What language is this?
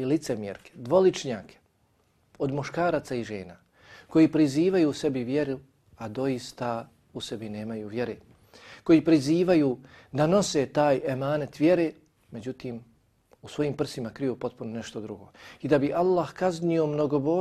Bosnian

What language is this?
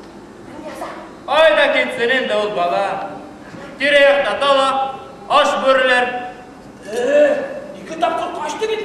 Bashkir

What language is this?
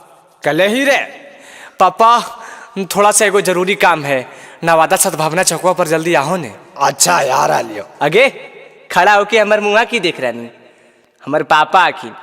Magahi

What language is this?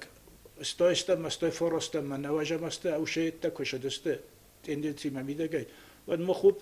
Ossetic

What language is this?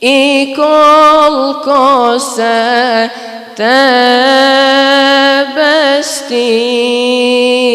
Bosnian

